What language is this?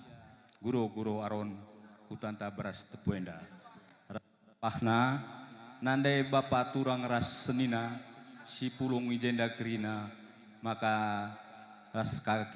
Batak Karo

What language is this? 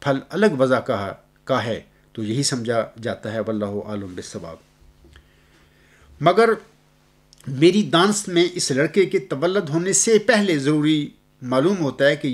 Urdu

